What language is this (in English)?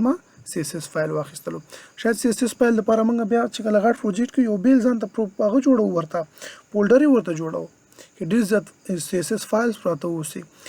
Pashto